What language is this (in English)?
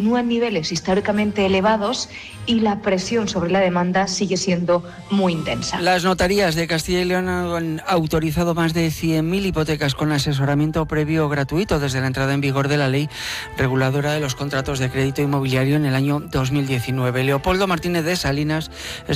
Spanish